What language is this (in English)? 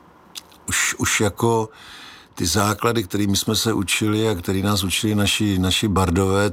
Czech